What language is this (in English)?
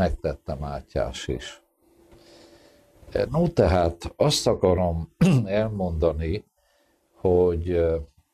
Hungarian